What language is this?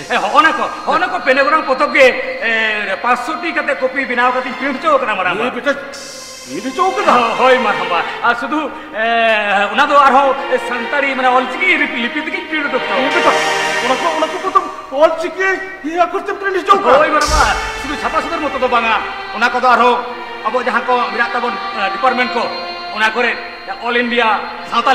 Santali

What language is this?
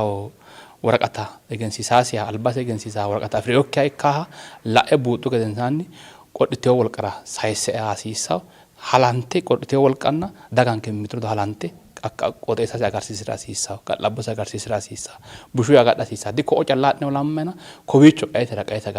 Sidamo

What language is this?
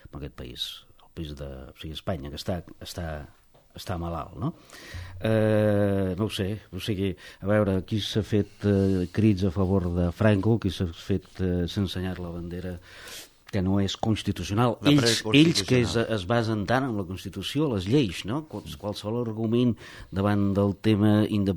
Catalan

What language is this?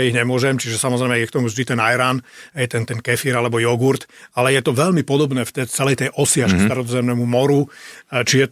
Slovak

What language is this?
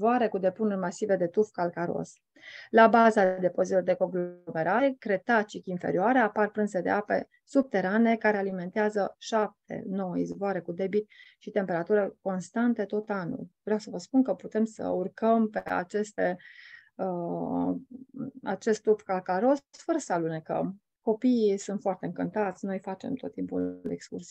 Romanian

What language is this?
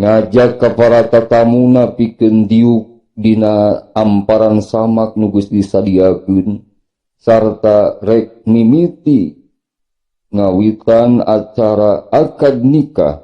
Sundanese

